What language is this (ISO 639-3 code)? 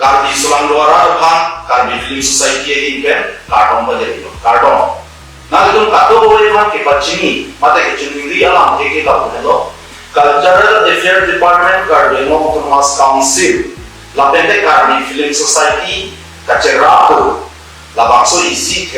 mjw